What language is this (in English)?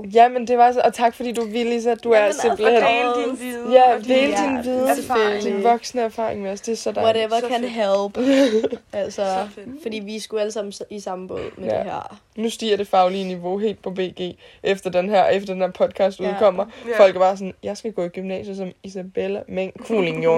Danish